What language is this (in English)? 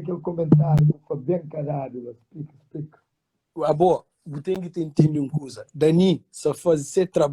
Kabuverdianu